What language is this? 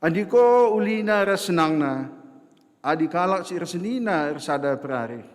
Batak Karo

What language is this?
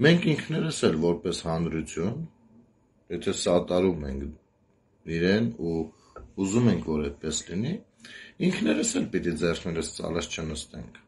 Armenian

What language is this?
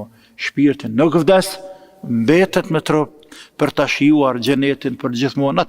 Albanian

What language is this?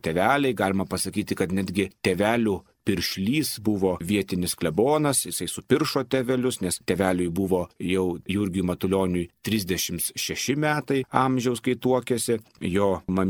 Lithuanian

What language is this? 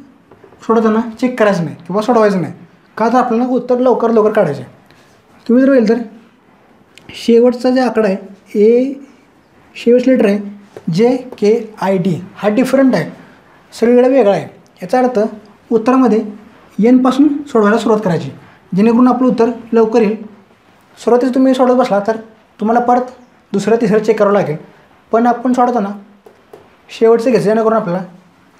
Marathi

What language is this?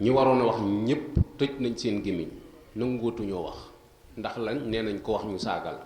Wolof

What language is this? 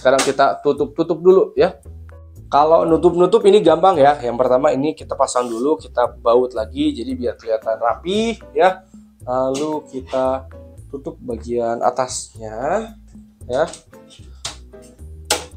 Indonesian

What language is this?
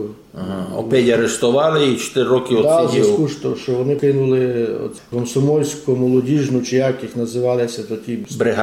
Rusyn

